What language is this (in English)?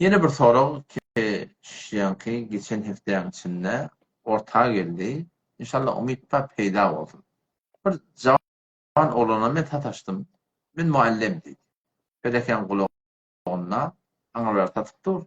Turkmen